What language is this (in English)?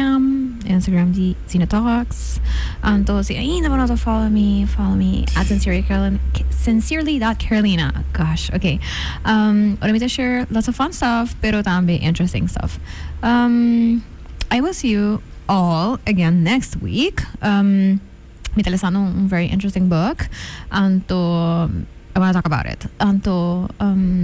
Papiamento